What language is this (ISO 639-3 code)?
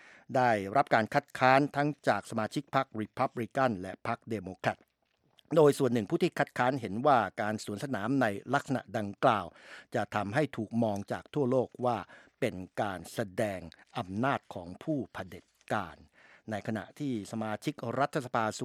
tha